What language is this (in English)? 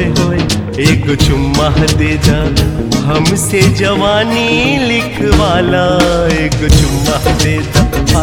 Bhojpuri